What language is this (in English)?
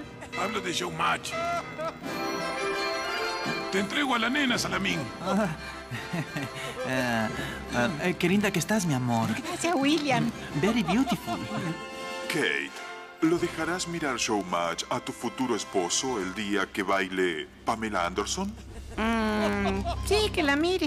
Spanish